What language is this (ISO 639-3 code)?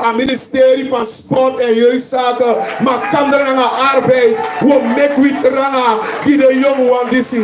srn